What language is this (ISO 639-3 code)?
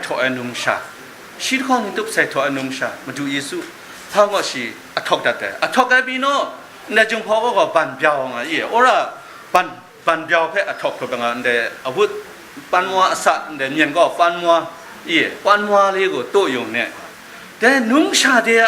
kac